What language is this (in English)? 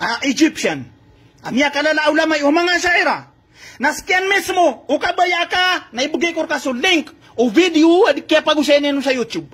Maranao